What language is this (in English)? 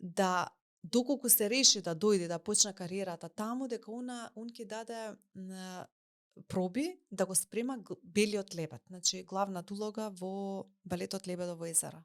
Macedonian